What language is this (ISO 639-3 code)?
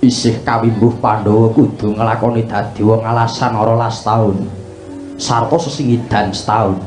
jav